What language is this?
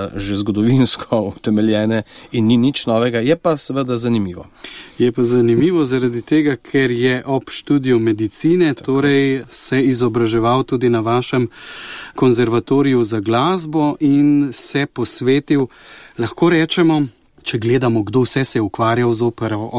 Slovenian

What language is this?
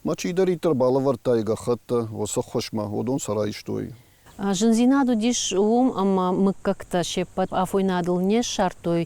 Ossetic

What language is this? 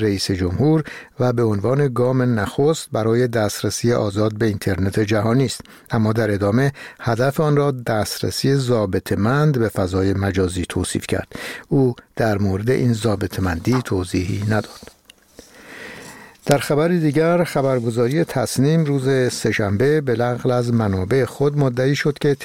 Persian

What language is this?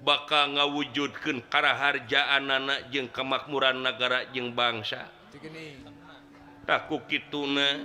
Sundanese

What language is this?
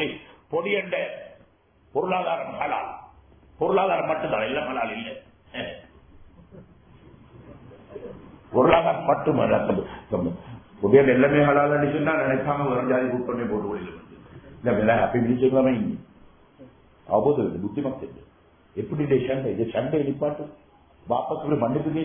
Tamil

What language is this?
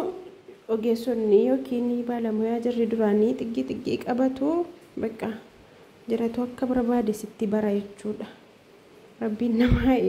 Oromo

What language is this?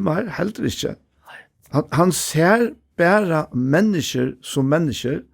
Faroese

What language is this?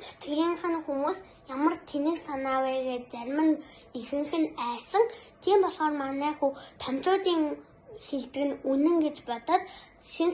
Mongolian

